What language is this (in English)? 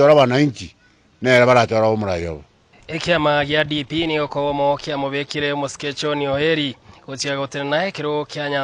Gusii